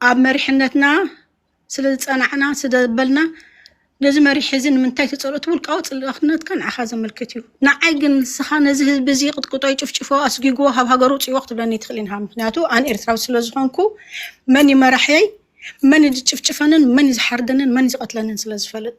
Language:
Tigrinya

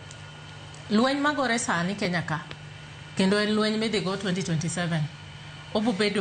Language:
Luo (Kenya and Tanzania)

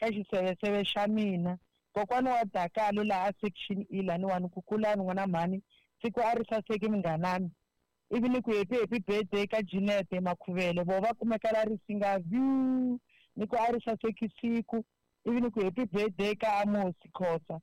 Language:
Tsonga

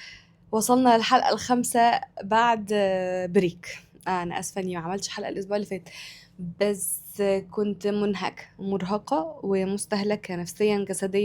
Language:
Egyptian Arabic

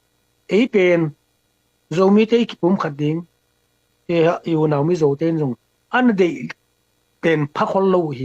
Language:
Tedim Chin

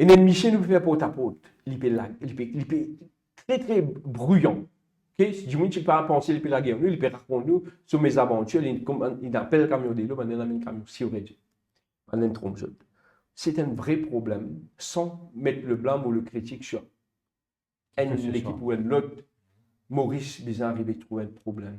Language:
Morisyen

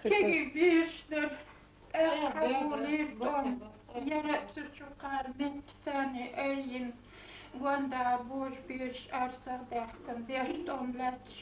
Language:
Chechen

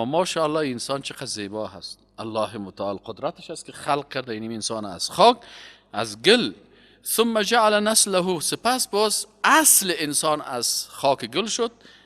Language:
Persian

